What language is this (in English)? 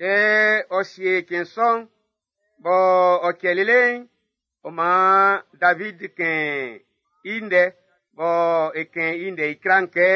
Baoulé